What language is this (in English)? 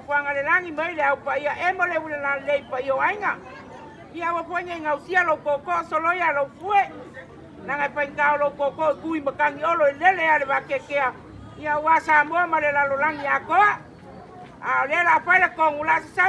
Samoan